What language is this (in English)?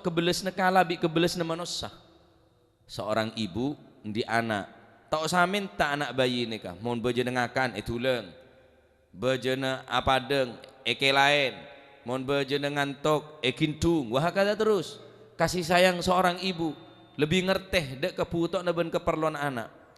Madurese